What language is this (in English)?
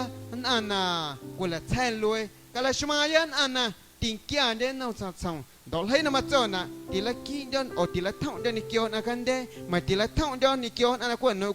Guerrero Amuzgo